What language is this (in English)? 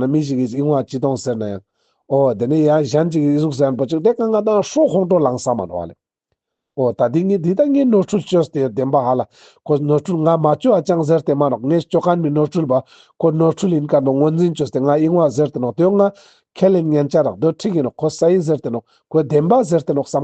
Ladakhi